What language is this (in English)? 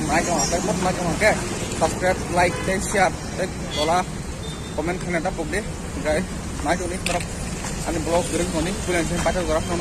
Kok Borok